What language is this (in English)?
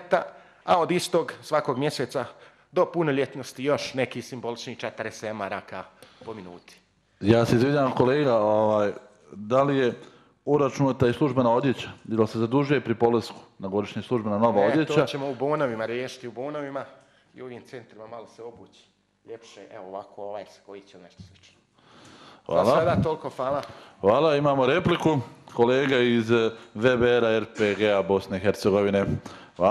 Bosnian